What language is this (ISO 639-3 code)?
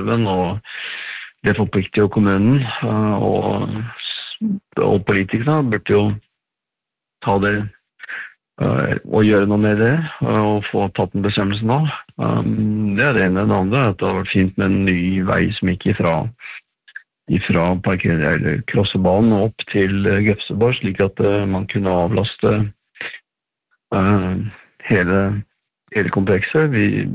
nor